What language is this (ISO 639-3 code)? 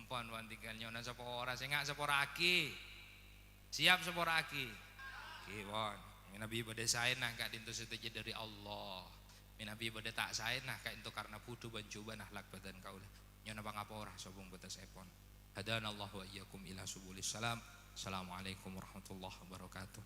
mad